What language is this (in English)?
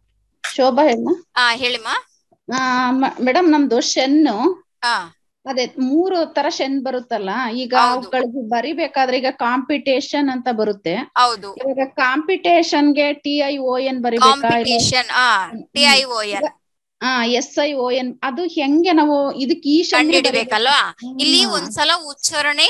Kannada